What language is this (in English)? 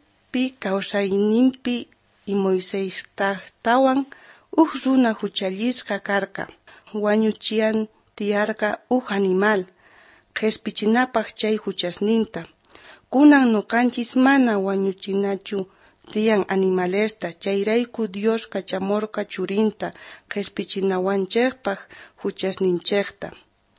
South Bolivian Quechua